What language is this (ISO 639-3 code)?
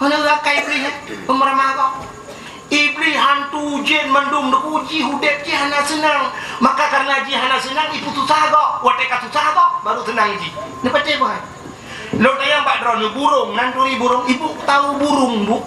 ace